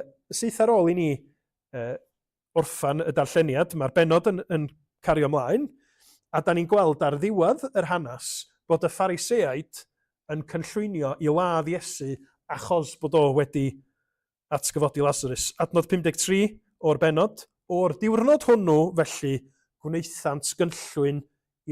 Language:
Welsh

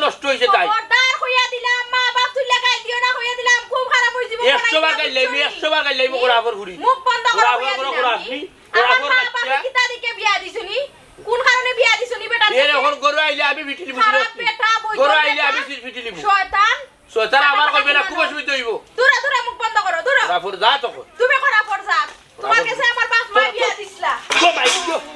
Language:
Sylheti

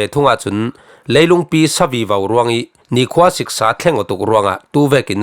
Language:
Falam Chin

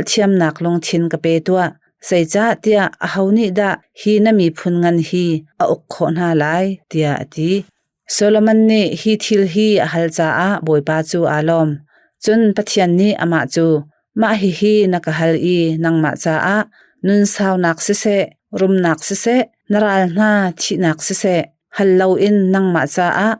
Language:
Hakha Chin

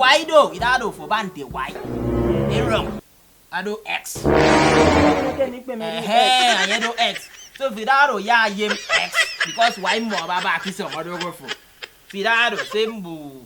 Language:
Efik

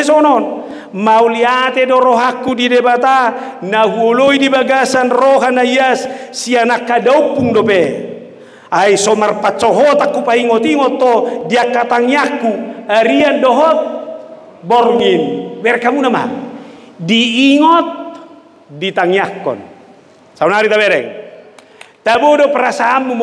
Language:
Batak Toba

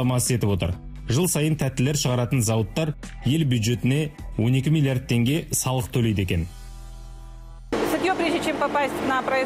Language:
Kazakh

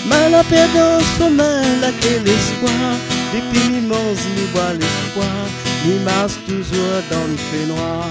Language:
Réunion Creole French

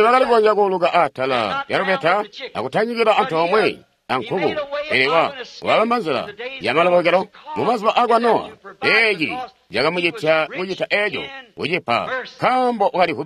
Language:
Tonga (Zambia)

